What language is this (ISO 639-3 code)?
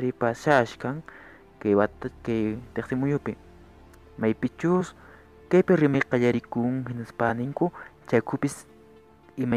que